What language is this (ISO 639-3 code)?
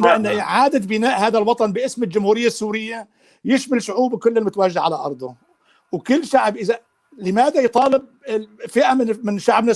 apc